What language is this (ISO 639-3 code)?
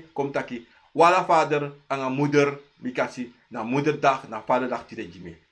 srn